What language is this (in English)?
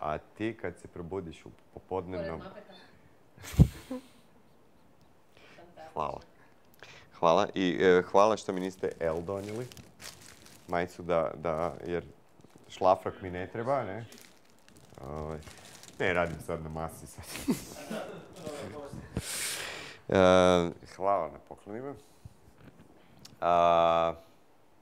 Croatian